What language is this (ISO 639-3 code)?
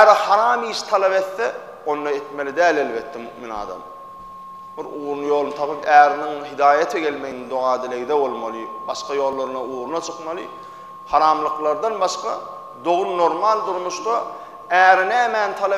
tuk